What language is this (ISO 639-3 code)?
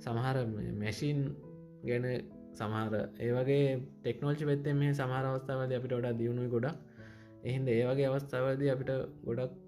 sin